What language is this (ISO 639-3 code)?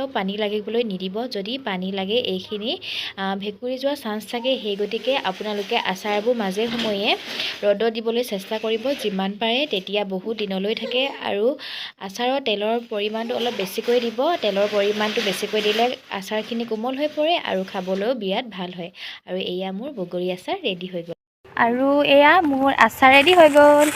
asm